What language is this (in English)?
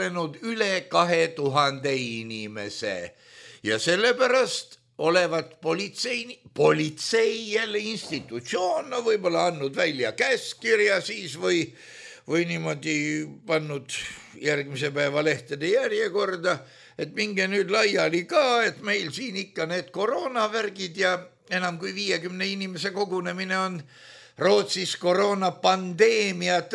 Estonian